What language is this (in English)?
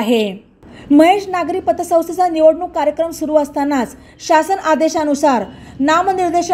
Marathi